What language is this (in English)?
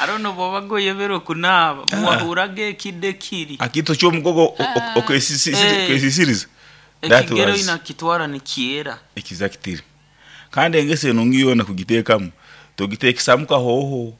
Nyoro